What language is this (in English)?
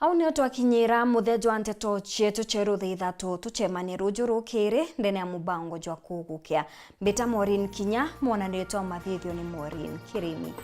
Meru